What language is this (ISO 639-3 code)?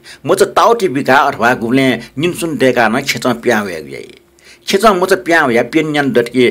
new